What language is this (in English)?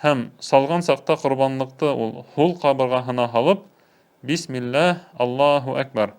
Bashkir